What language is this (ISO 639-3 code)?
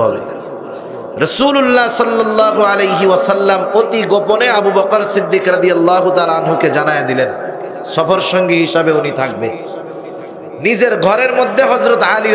ben